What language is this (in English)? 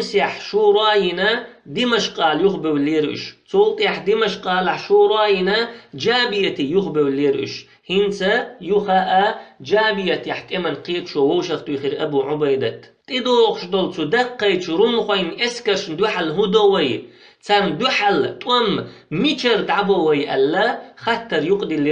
Chechen